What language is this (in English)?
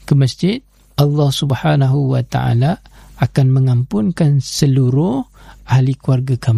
Malay